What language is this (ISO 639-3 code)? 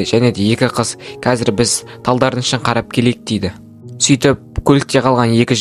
kaz